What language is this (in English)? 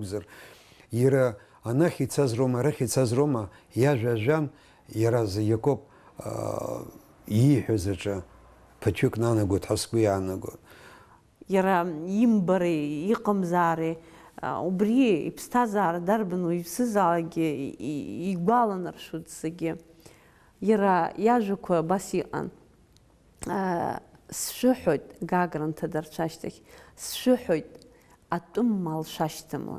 Abkhazian